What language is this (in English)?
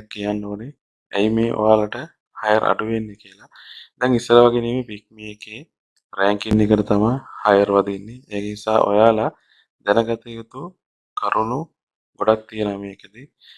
Sinhala